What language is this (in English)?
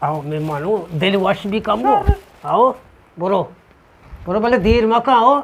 Eastern Balochi